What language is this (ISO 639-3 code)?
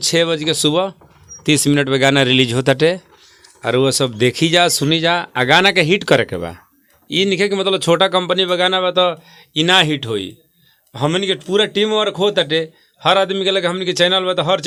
bho